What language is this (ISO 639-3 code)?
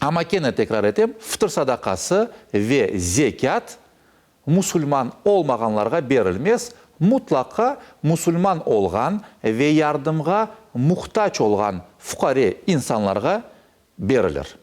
crh